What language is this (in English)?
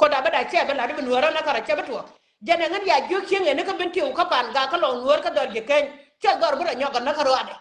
Nuer